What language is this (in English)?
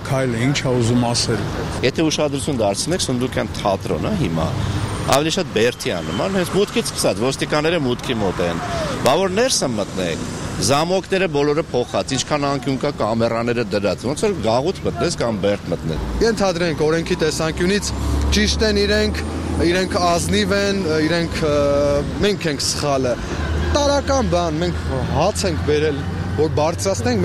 Armenian